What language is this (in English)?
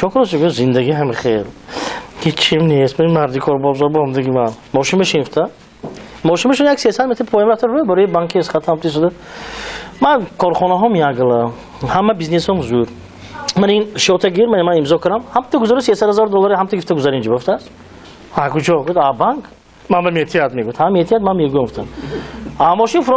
Tajik